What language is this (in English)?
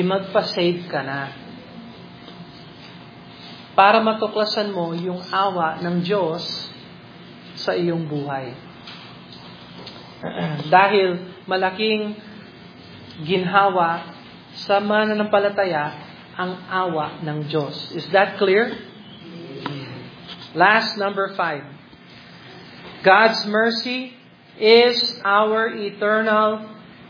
Filipino